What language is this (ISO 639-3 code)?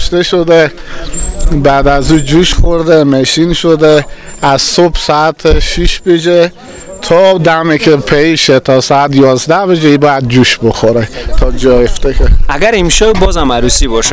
fas